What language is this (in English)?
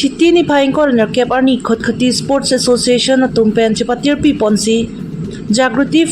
Karbi